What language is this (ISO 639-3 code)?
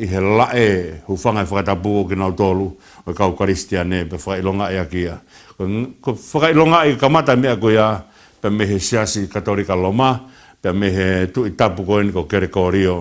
ton